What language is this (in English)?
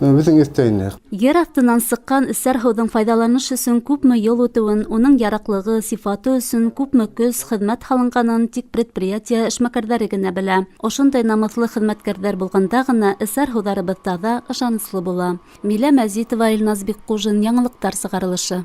Bashkir